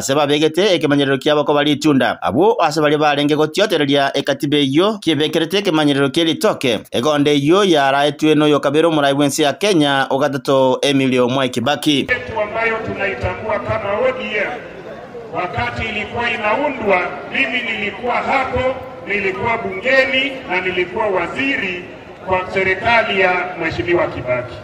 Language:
Gusii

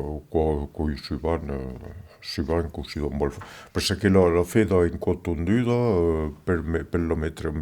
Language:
Occitan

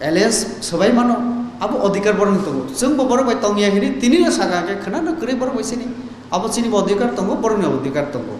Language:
Kok Borok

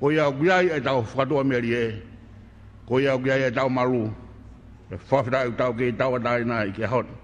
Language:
Tongan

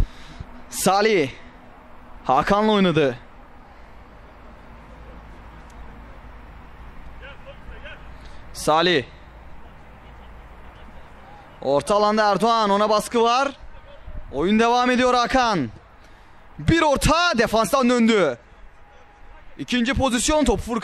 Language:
Turkish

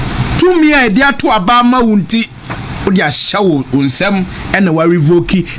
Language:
Akan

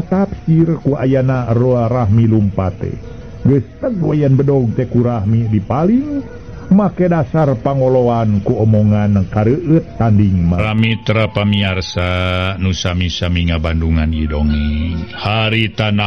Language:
Sundanese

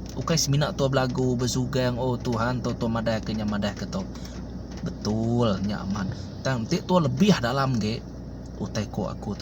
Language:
Iban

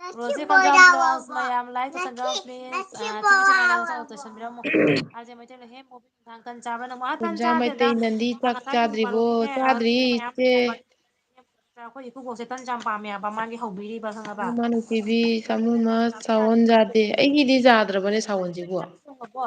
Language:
Manipuri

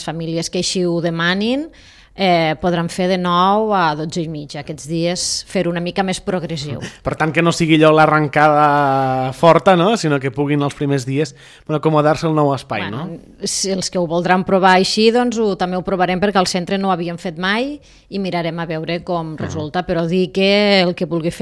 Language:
Catalan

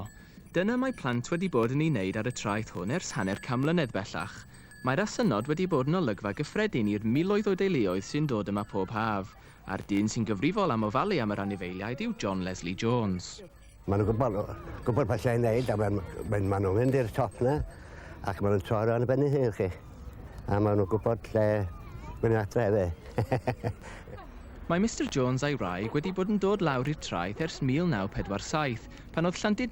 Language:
Welsh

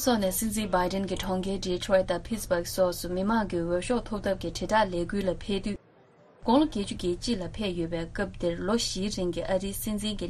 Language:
Tibetan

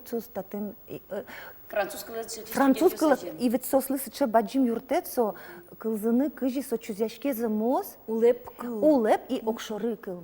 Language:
Udmurt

